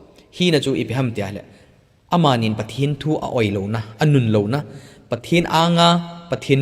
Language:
Thado Chin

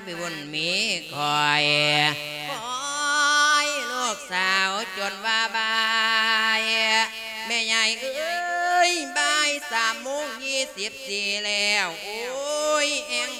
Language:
Lao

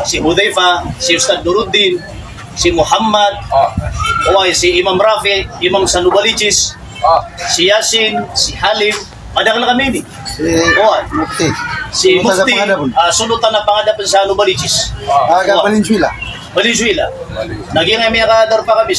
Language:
Maranao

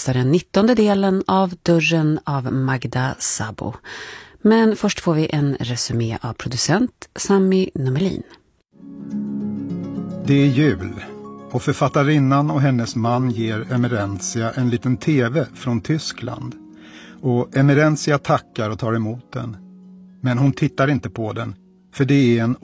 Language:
Swedish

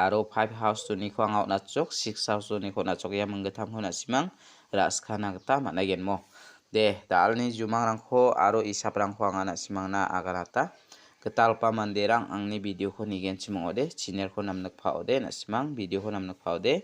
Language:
Garo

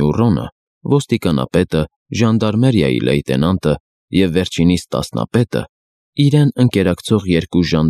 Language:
Armenian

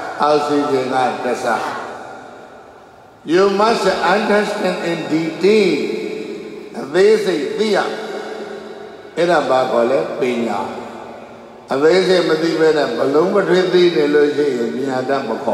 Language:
Burmese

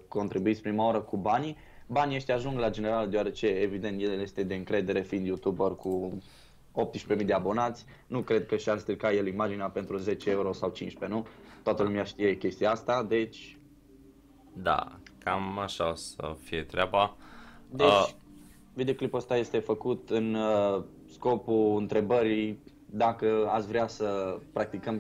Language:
Romanian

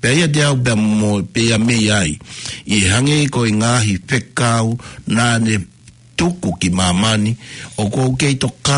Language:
Tongan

